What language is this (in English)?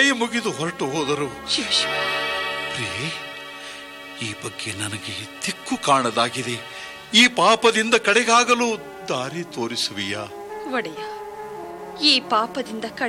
Kannada